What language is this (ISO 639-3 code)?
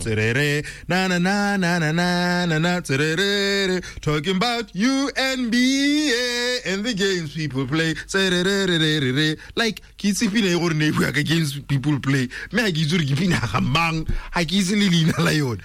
tsn